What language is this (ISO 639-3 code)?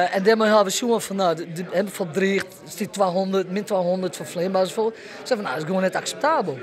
fry